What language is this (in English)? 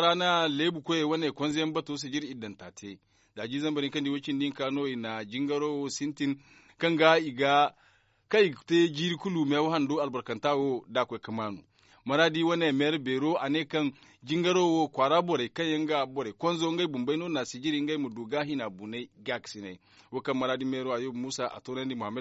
Zarma